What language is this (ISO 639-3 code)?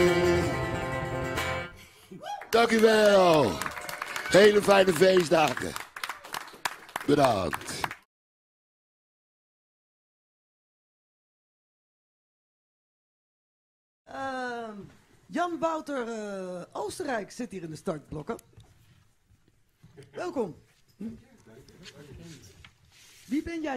nld